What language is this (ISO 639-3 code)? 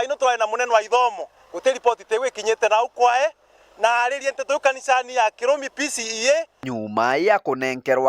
mer